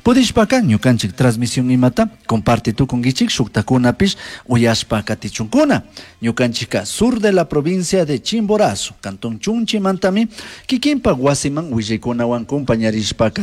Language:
Chimborazo Highland Quichua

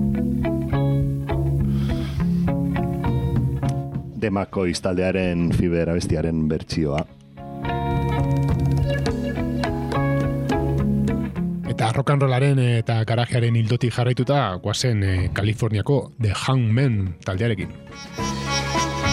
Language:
Basque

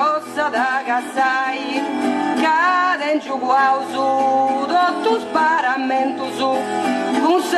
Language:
Sardinian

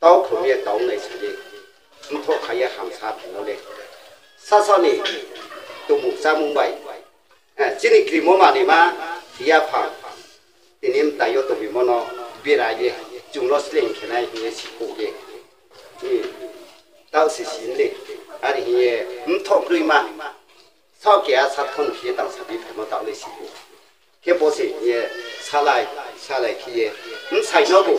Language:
Riang (India)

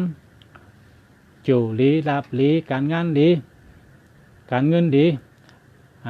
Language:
Shan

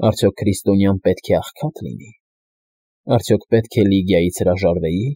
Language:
Armenian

